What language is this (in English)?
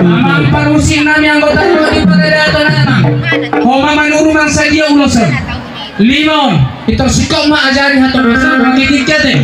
Batak Toba